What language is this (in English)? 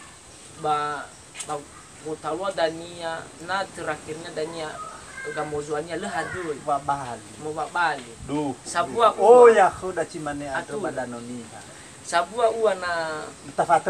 Nias